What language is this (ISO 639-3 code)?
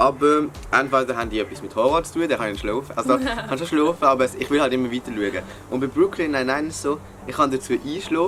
gsw